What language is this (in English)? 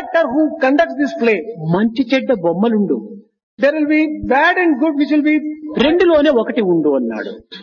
Telugu